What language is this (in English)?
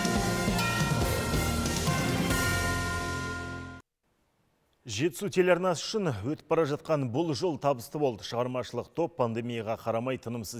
Kazakh